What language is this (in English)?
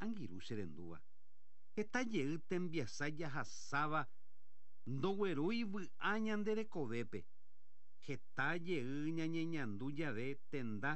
Guarani